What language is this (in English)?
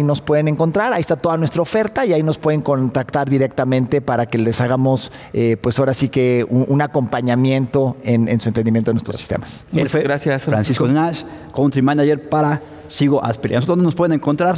Spanish